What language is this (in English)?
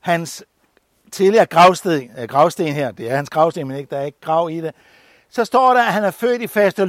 Danish